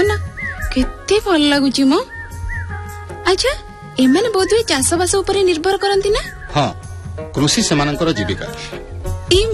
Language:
Odia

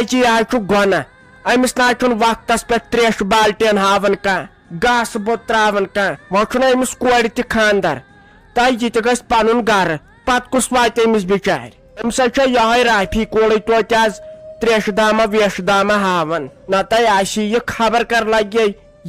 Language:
Kashmiri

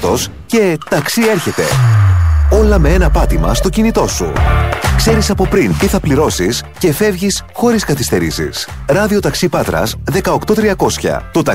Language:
Greek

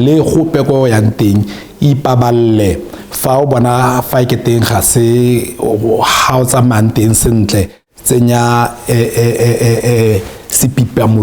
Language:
Tswana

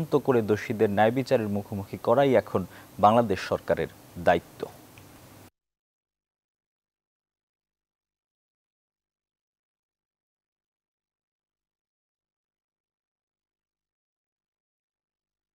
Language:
Bangla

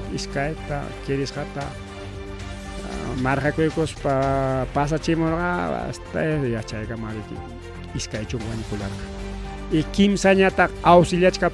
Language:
Ayacucho Quechua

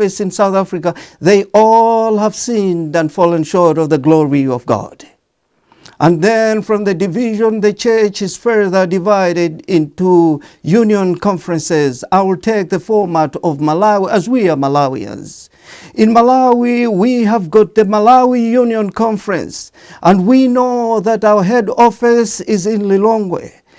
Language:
English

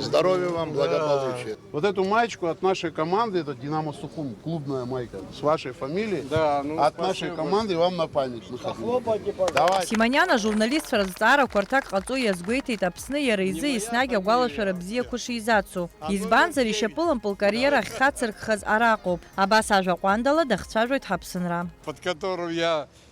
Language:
Abkhazian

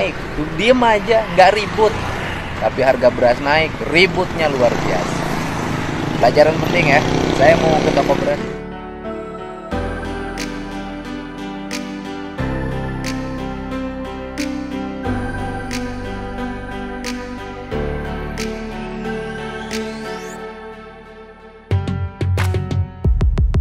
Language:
Indonesian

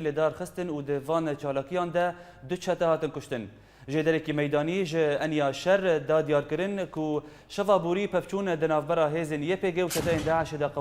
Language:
Kurdish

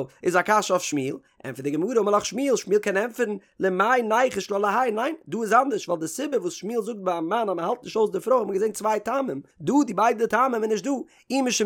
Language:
Yiddish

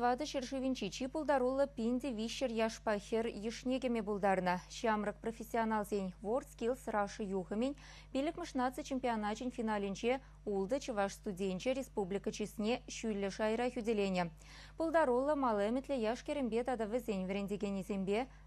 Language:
Chuvash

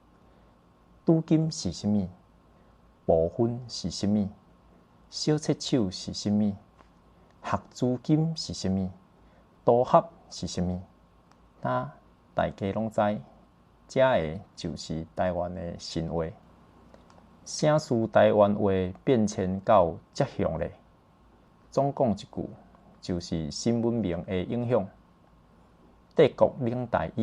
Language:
Min Nan Chinese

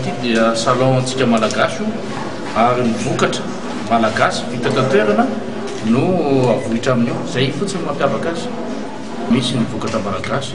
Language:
Malagasy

